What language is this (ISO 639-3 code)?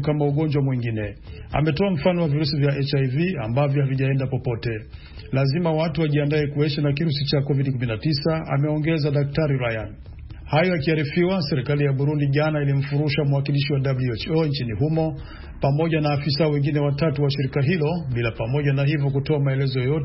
swa